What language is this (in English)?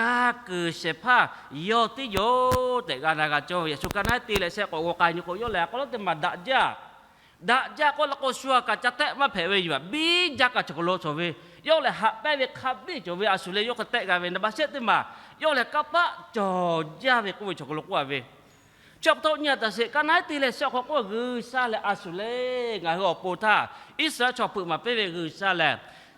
Lahu